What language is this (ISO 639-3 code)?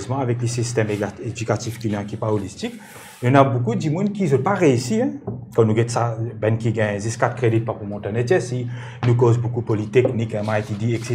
mfe